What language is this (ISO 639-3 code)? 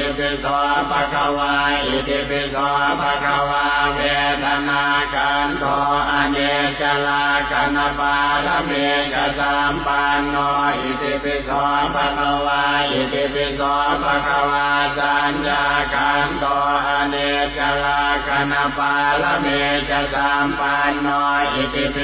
pli